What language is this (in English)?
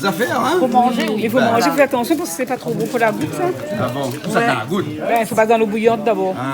Réunion Creole French